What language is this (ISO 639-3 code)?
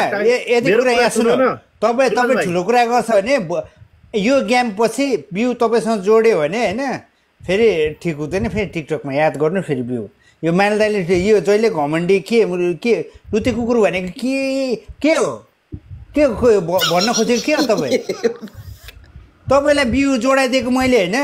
nep